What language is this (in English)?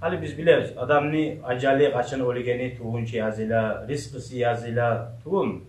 Kumyk